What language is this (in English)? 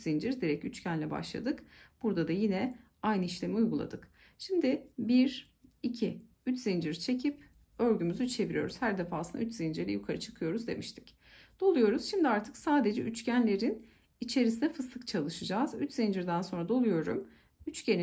Turkish